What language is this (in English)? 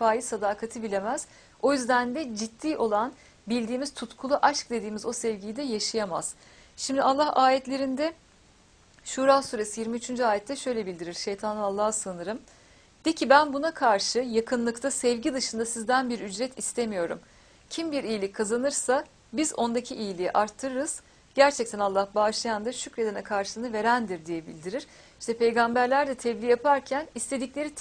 Turkish